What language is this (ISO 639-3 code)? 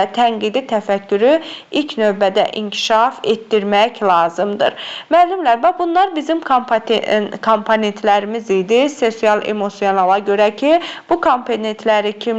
aze